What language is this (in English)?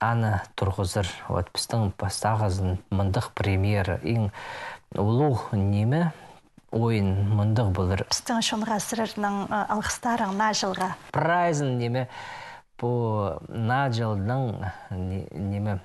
Khakas